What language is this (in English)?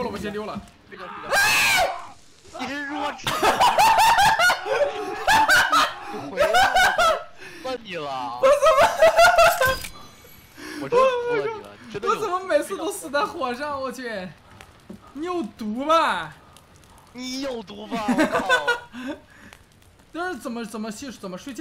Chinese